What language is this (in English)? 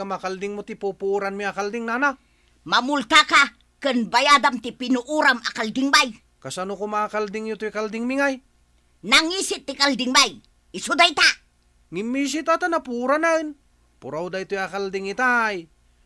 Iloko